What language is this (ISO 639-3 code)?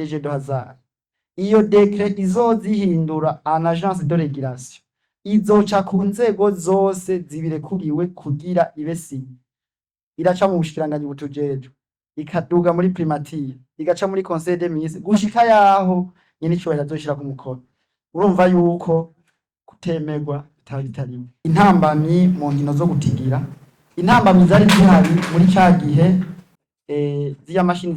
run